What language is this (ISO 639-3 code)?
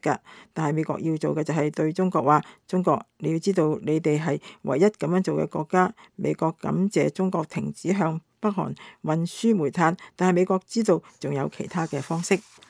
yue